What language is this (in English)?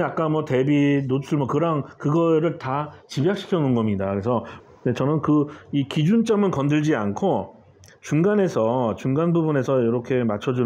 Korean